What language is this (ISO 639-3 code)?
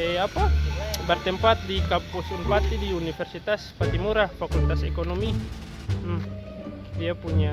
abs